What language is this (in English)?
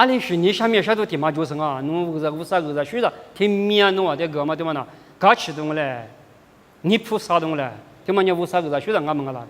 Lisu